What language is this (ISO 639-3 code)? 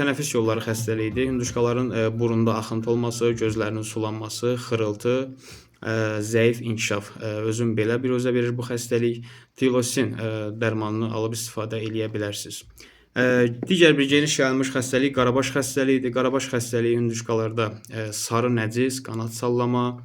aze